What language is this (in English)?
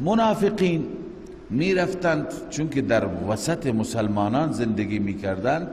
Persian